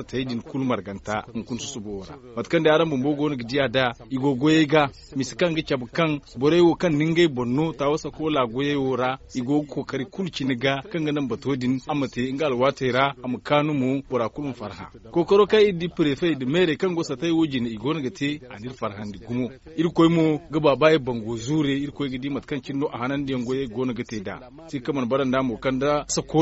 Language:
Zarma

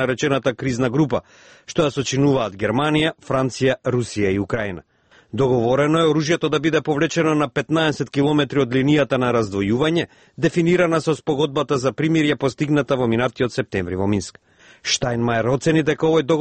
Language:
Macedonian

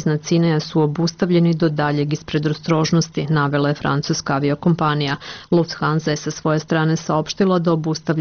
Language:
Serbian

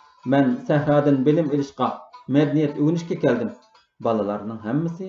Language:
Uyghur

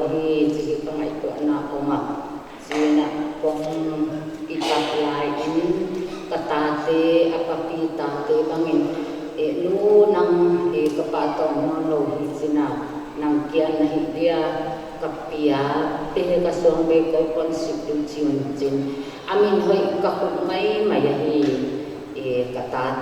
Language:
Paite Chin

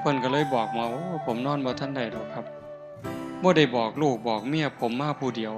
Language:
Northeastern Thai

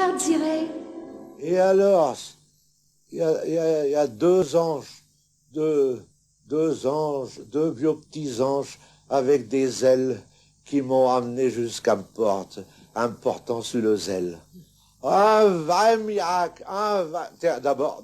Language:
Picard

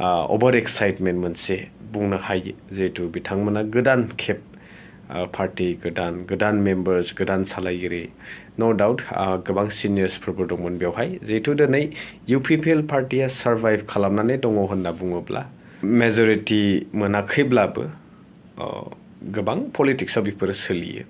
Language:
Bodo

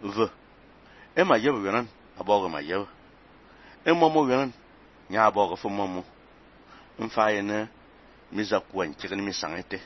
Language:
Fang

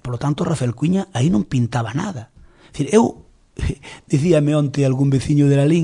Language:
Galician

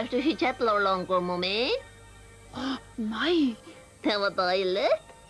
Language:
Faroese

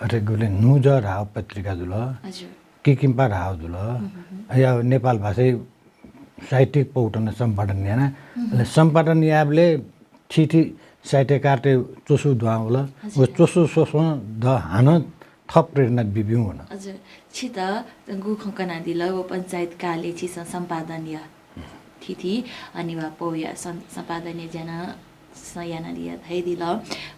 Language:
Newari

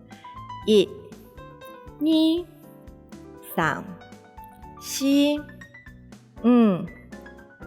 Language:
Hakka Chinese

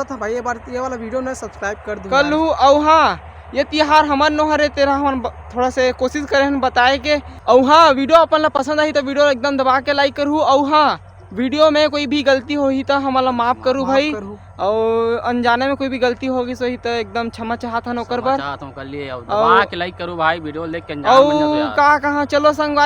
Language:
Chhattisgarhi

